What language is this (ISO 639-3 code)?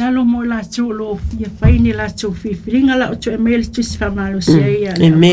smo